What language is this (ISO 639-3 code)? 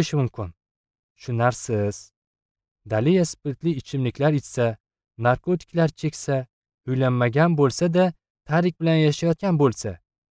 uzb